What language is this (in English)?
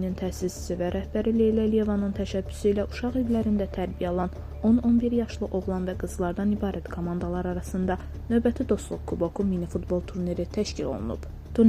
Azerbaijani